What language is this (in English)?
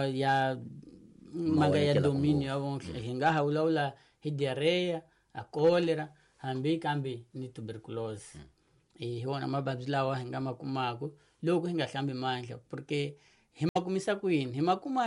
Tsonga